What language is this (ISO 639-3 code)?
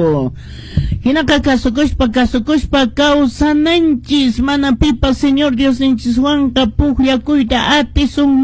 que